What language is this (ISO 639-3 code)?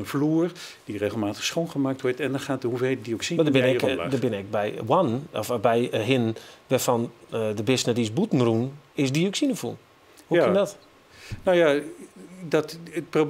fry